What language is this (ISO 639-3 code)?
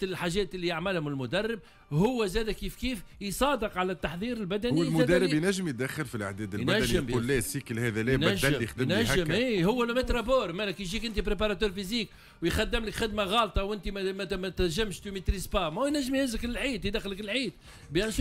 aeb